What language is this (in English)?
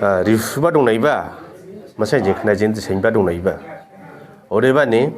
Dimasa